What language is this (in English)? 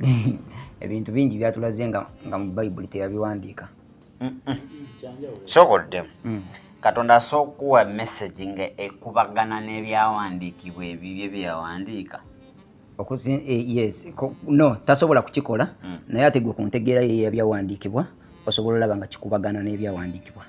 Ganda